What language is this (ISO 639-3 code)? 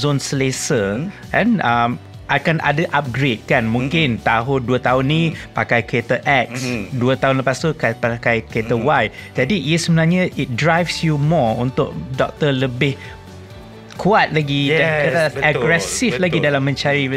msa